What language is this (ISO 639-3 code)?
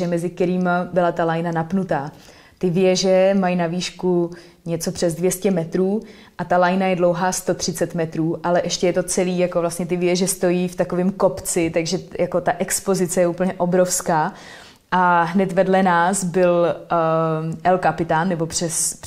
ces